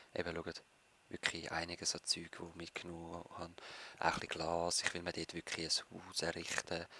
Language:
Swiss German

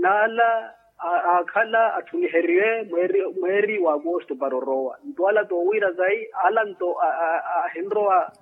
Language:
Makhuwa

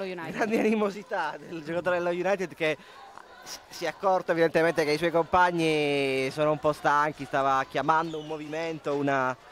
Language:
Italian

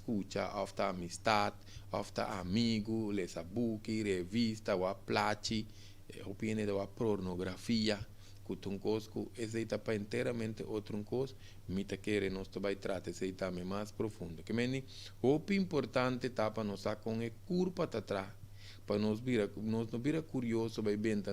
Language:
Papiamento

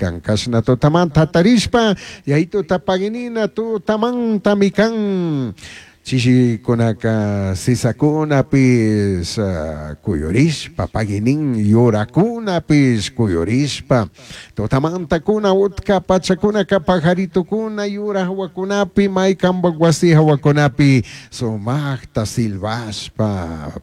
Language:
Chimborazo Highland Quichua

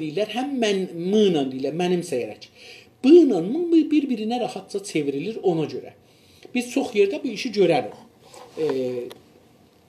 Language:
South Azerbaijani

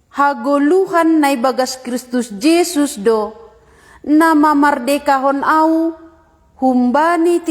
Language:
Batak Simalungun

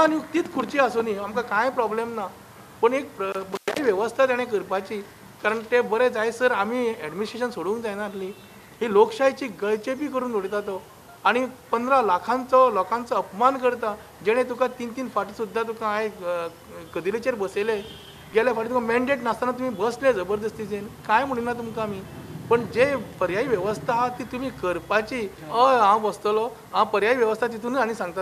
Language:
Konkani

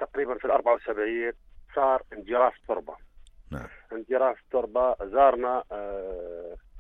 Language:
North Levantine Arabic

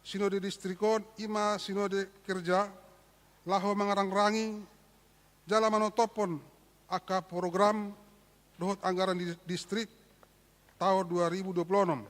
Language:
Batak Toba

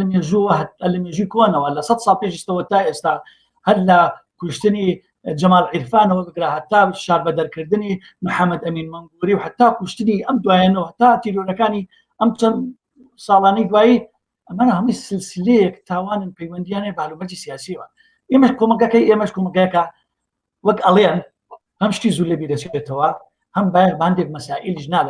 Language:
Central Kurdish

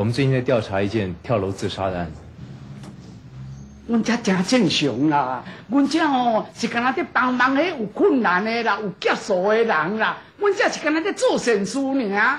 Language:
Min Nan Chinese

